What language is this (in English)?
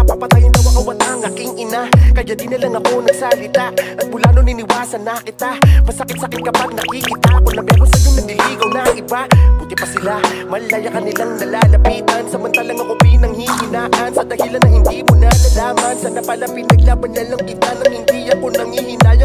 Filipino